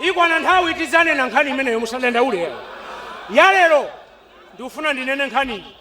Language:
Nyanja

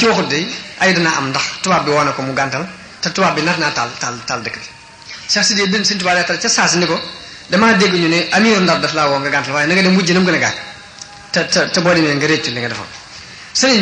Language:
Wolof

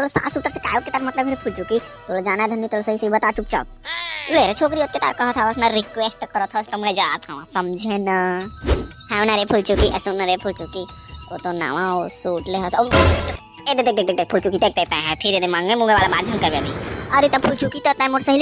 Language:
Chhattisgarhi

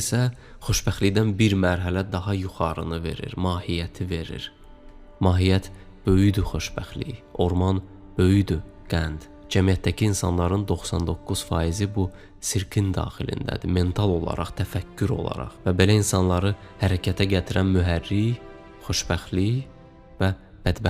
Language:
Azerbaijani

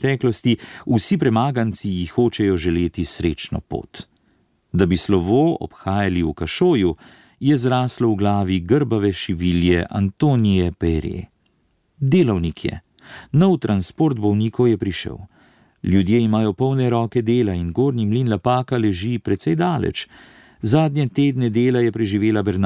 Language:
Slovenian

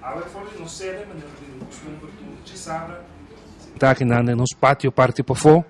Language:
Papiamento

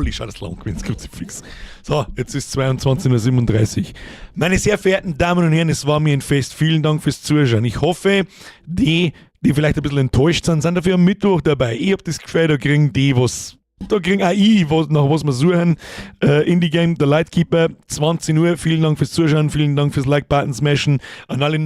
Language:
Bavarian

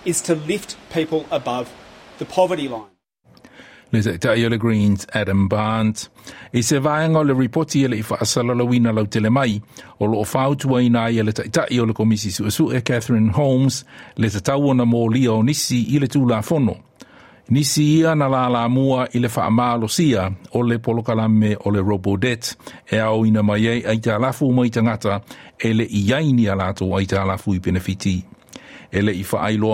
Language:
Samoan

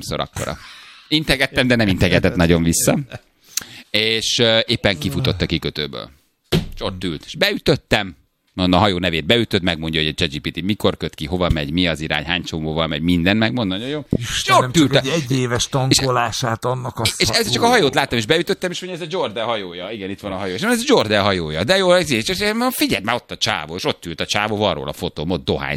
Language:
Hungarian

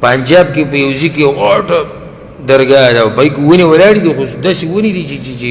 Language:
Pashto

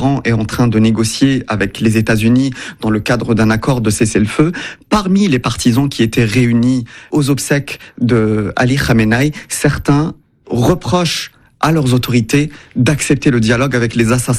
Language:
French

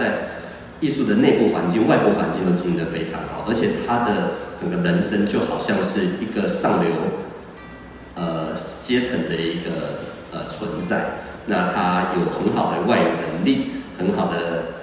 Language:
Chinese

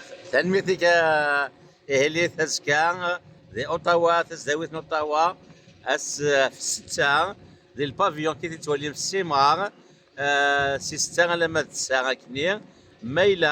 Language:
Kabyle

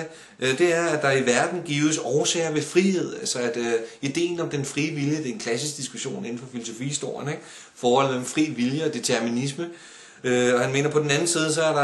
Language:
Danish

